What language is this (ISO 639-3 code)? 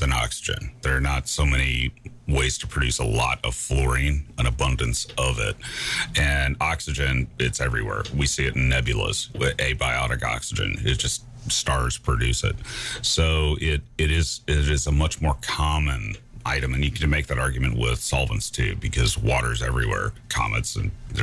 eng